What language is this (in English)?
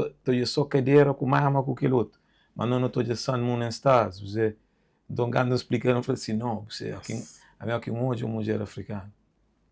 Kabuverdianu